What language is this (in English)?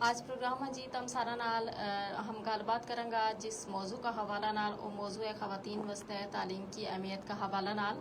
Gujari